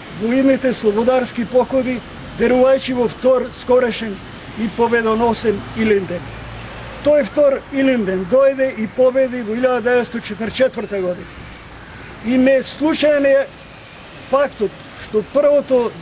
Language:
Macedonian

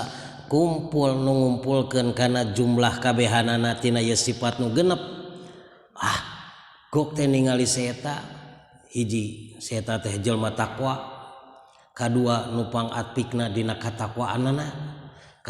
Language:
Sundanese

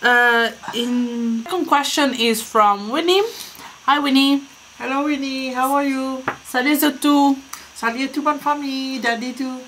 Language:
Morisyen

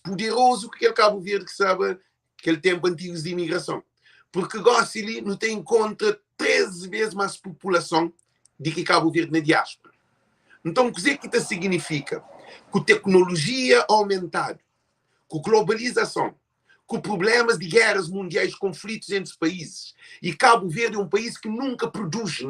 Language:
Kabuverdianu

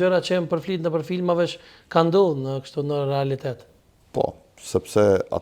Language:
Albanian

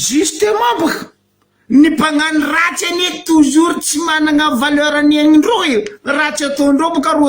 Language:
Malagasy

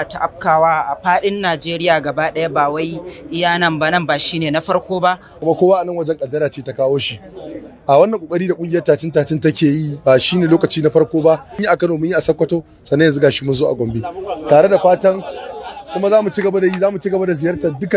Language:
Hausa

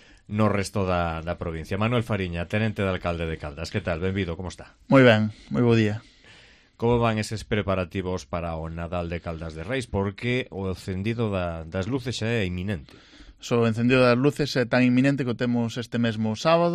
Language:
Galician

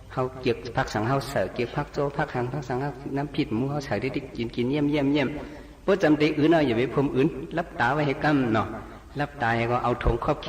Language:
Shan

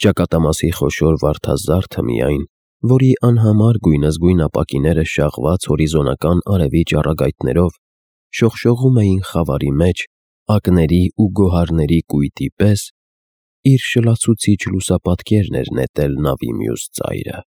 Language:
Armenian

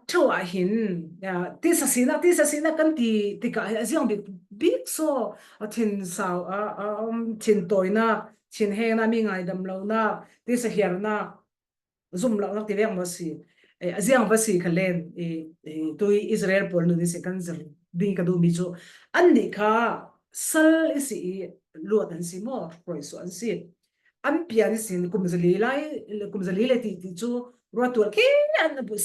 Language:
Falam Chin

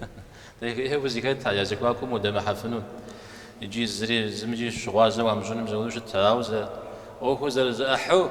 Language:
Kabardian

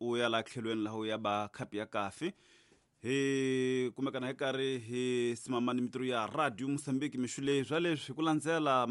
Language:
Tsonga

